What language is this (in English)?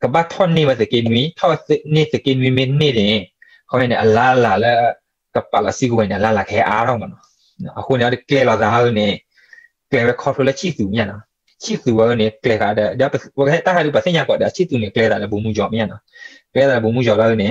S'gaw Karen